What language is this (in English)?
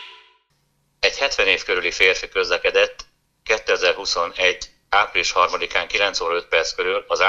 Hungarian